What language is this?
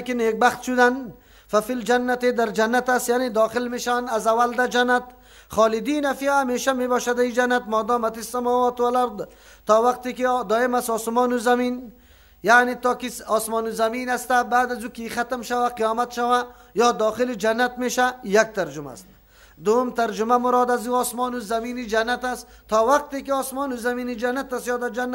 Persian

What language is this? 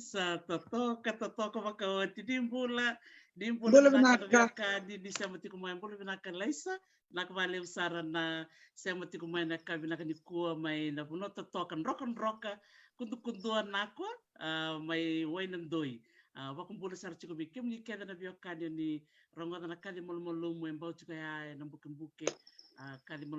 Fijian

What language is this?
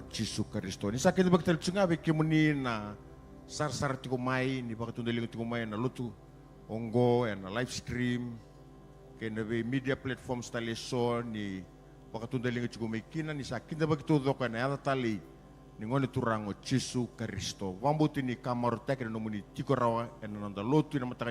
Fijian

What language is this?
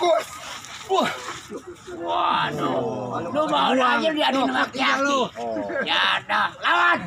Betawi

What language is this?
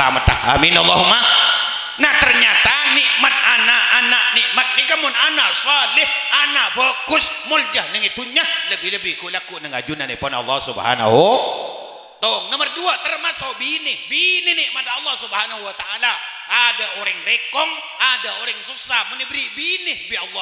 Madurese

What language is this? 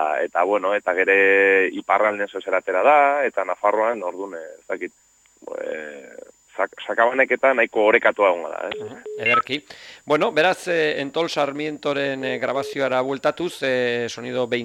Basque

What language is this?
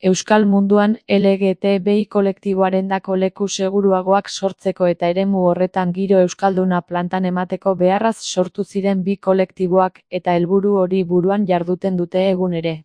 Basque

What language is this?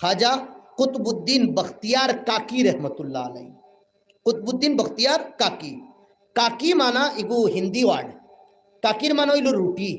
Sylheti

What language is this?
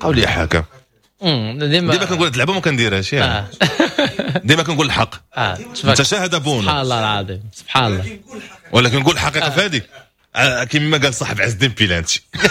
Moroccan Arabic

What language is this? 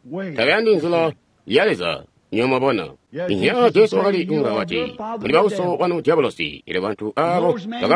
Tonga (Zambia)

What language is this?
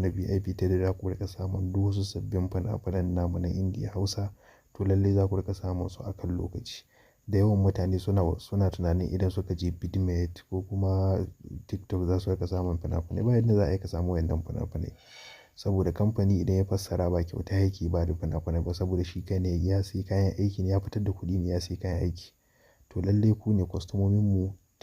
Hausa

